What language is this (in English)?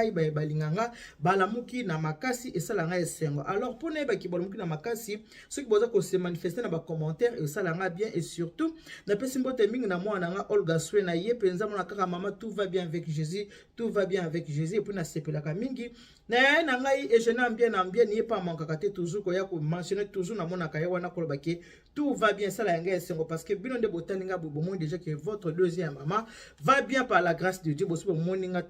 Lingala